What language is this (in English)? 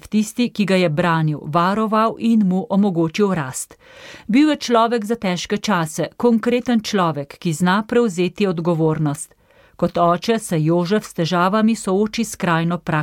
Slovenian